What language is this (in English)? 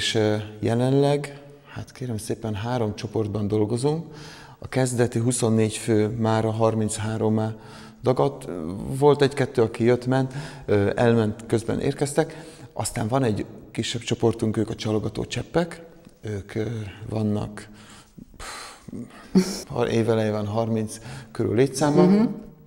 Hungarian